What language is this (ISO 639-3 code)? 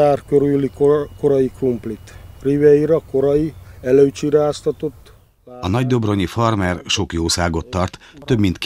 hun